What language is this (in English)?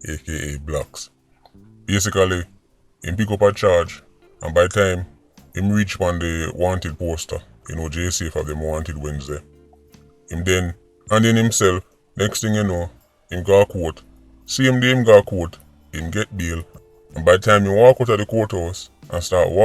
Jamaican Creole English